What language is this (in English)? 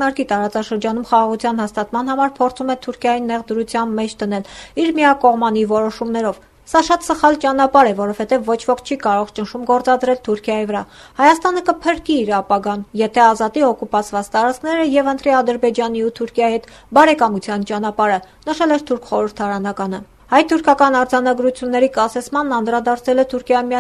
Armenian